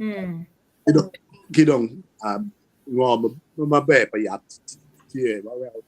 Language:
Acoli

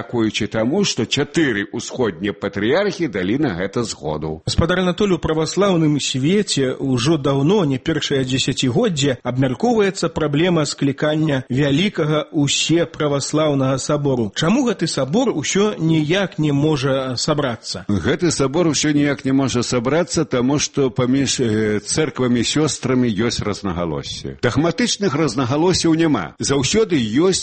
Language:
Belarusian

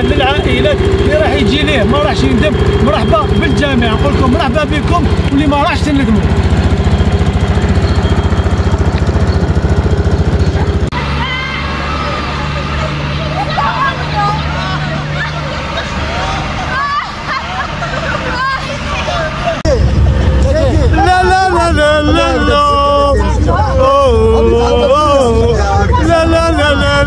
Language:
Algerian Arabic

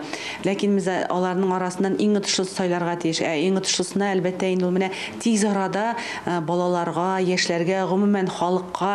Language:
Tatar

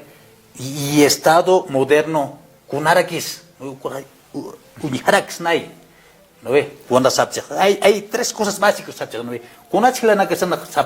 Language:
Aymara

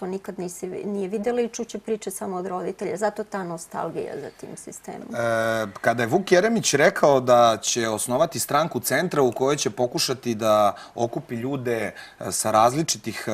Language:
Serbian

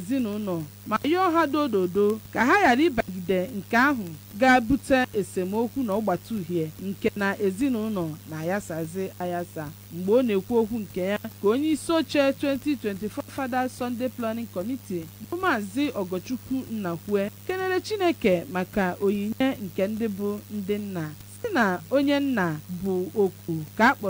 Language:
Igbo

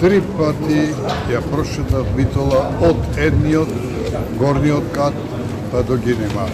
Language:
Macedonian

